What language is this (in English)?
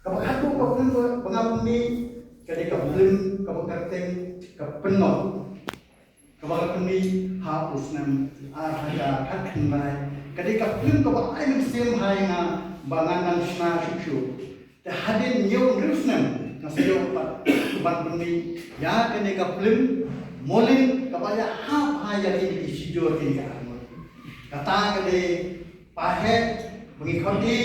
Khasi